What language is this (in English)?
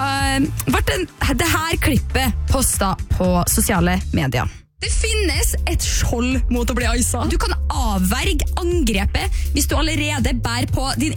Norwegian